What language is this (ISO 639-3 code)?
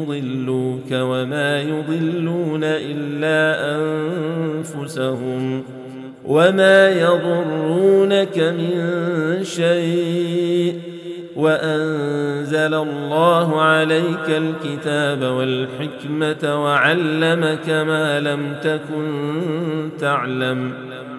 ara